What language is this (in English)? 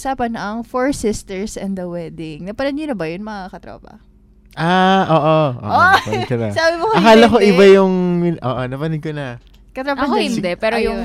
Filipino